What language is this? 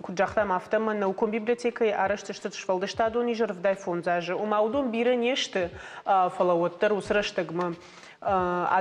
Ossetic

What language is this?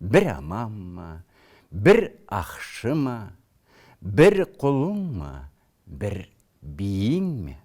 Karachay-Balkar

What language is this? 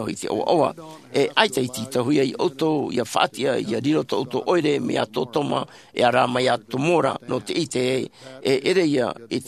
Tahitian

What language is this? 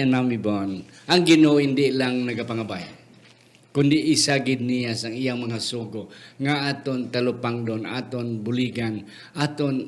Hiligaynon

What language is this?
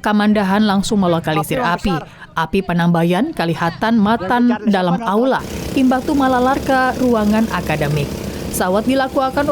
Banjar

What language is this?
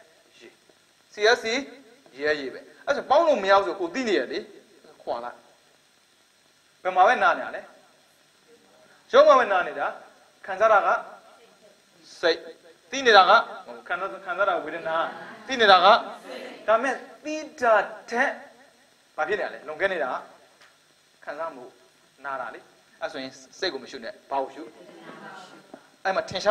Burmese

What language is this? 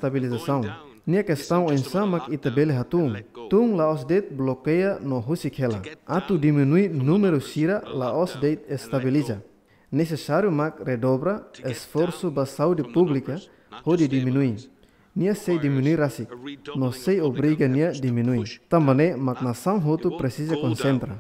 Tetum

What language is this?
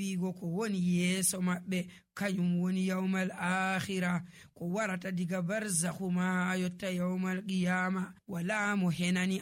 Nigerian Fulfulde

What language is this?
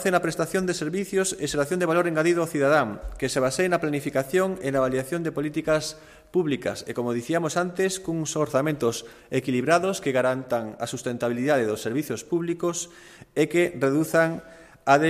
Galician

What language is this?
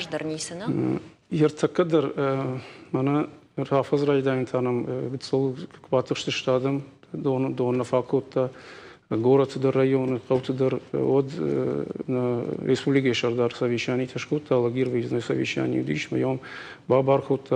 Ossetic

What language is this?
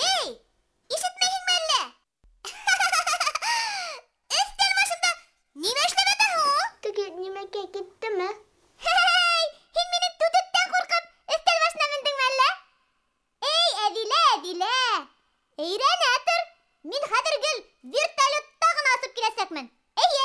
Bashkir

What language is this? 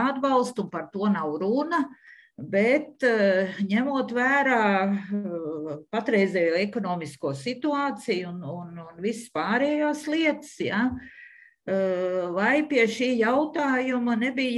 Latvian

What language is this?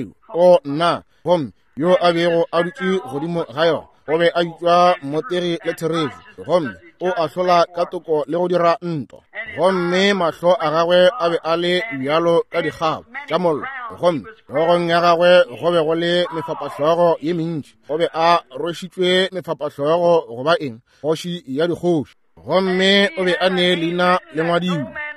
Northern Sotho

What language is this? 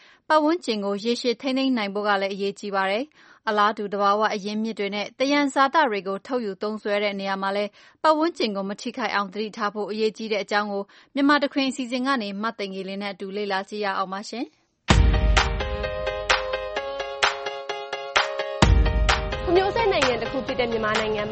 Burmese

